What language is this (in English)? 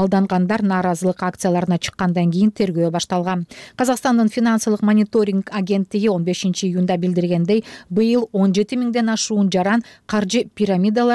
Kyrgyz